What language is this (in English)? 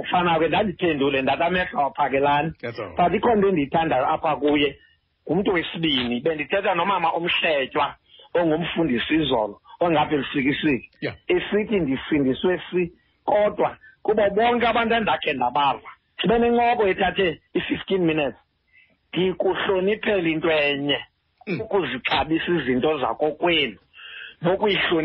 Xhosa